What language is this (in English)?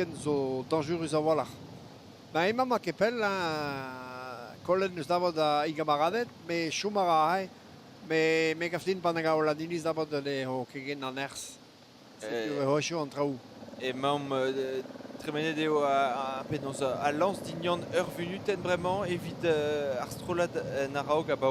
Breton